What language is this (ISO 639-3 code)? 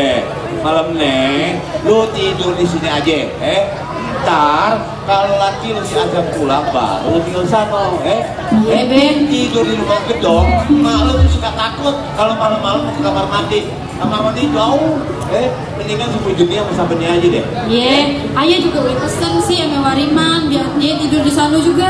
bew